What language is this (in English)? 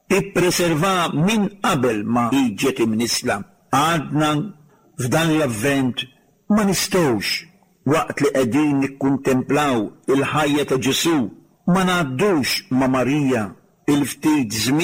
Maltese